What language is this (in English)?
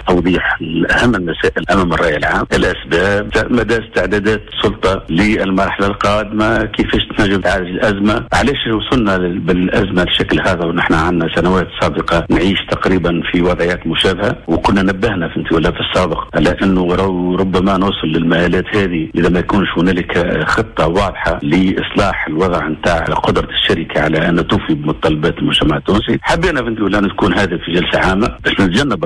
Tunisian Arabic